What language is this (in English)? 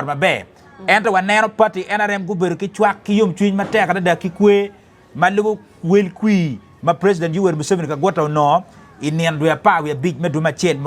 Acoli